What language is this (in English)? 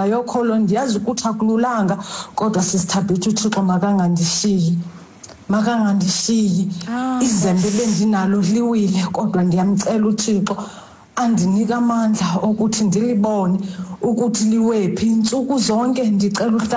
Xhosa